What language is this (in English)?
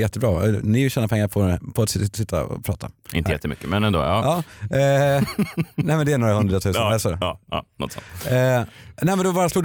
Swedish